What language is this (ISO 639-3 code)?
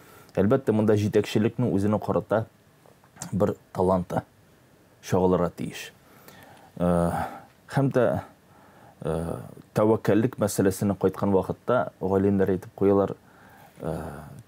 tat